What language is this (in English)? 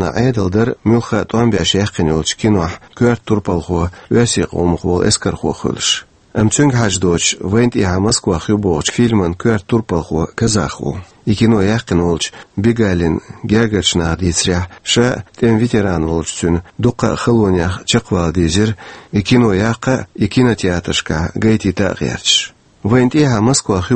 Chechen